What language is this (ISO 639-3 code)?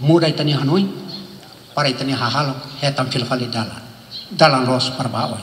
tet